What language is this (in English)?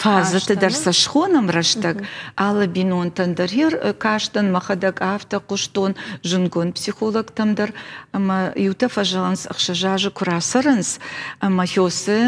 Ossetic